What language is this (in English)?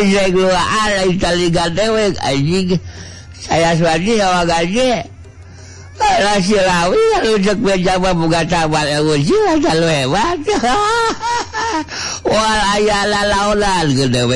Sundanese